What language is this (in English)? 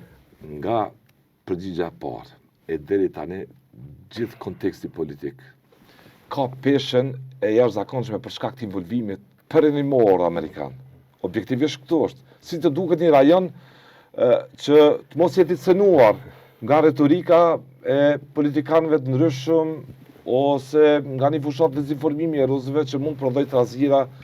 Albanian